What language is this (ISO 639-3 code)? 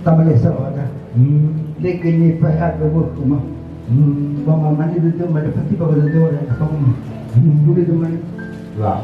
nia